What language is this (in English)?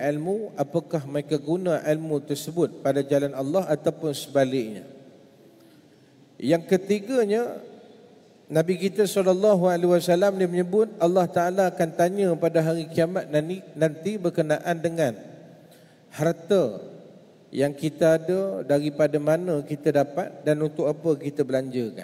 Malay